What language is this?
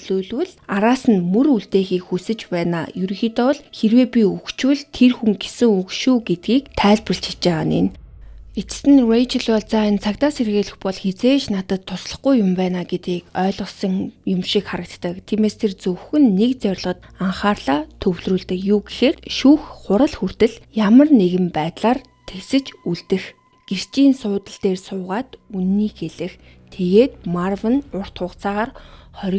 Mongolian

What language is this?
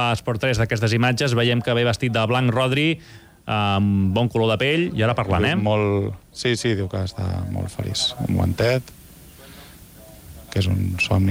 Catalan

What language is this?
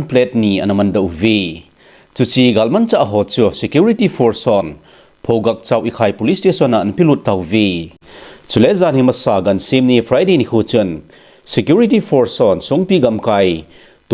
Thado Chin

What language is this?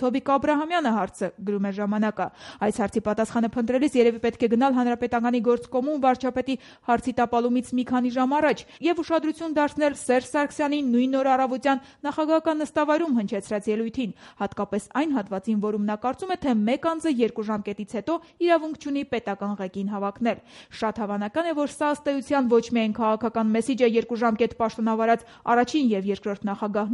Armenian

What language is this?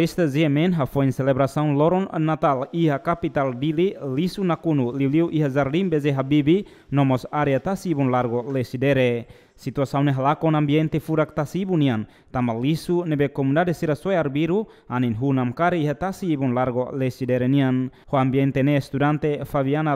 Tetum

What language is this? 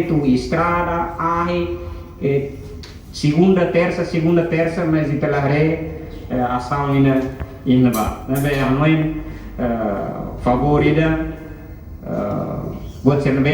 Tetum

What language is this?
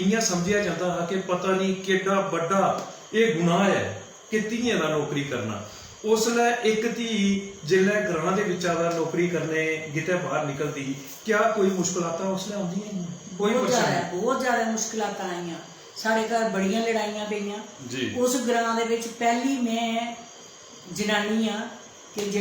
Dogri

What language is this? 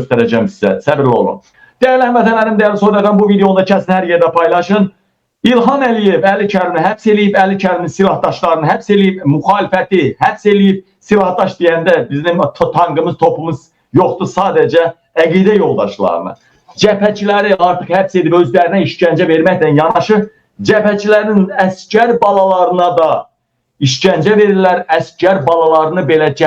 Azerbaijani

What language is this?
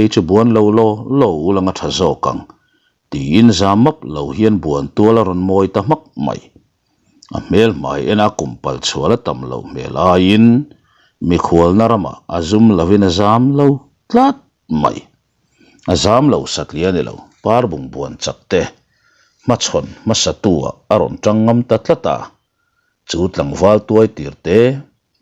Mizo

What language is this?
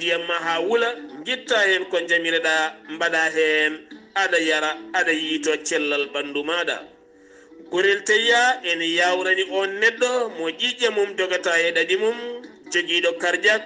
Fula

